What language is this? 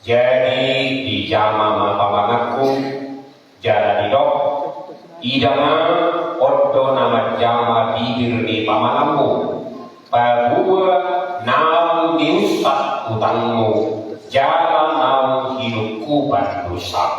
Batak Toba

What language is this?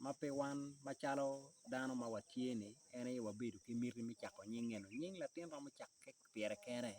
Acoli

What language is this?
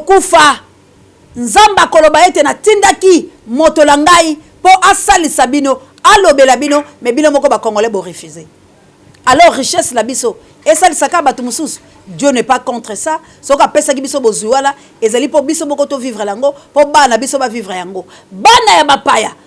Lingala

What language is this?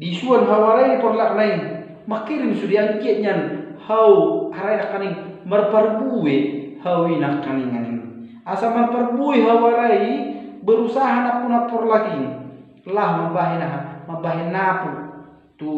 Batak Toba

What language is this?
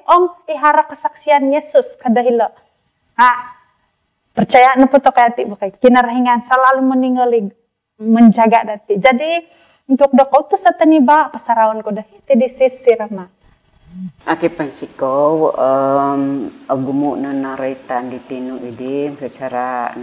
Central Dusun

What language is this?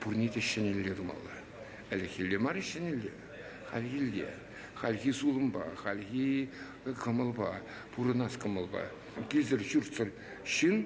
Chuvash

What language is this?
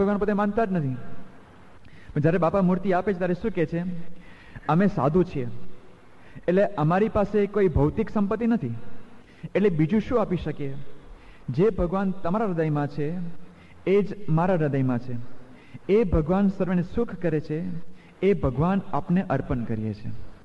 Gujarati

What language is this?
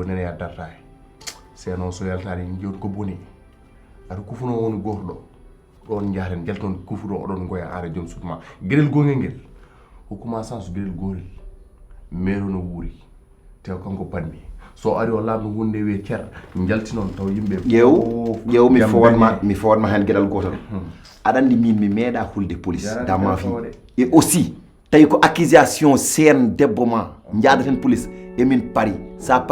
Fula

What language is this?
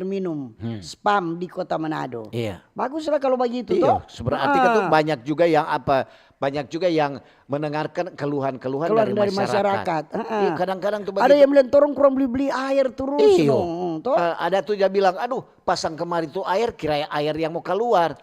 Manado Malay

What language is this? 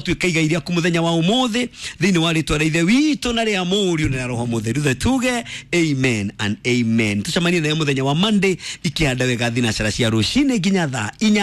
Kikuyu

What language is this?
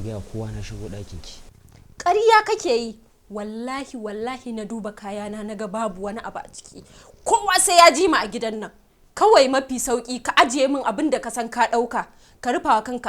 Hausa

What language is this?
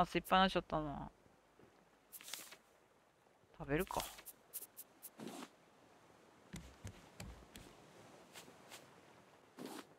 Japanese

